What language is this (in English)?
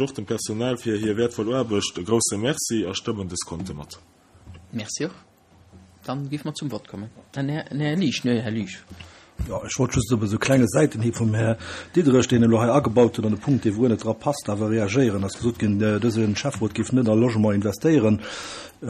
Luxembourgish